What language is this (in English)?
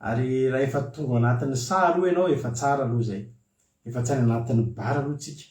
Malagasy